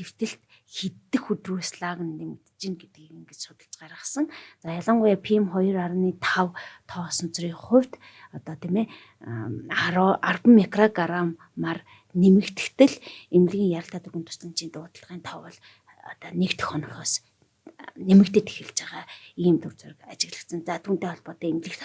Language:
Mongolian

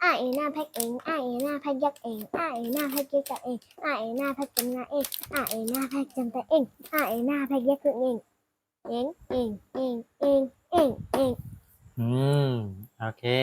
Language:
Shan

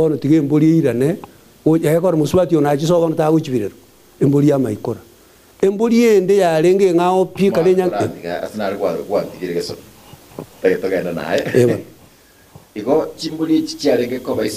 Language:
Gusii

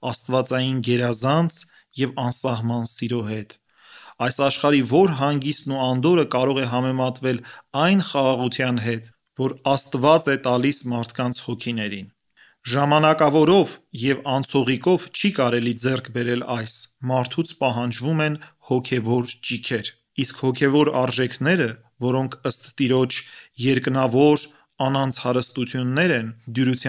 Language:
Armenian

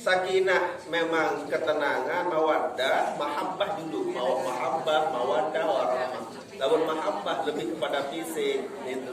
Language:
Sasak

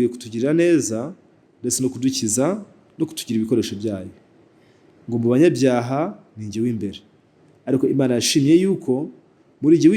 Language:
Kinyarwanda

